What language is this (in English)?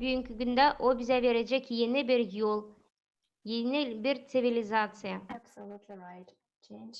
Gagauz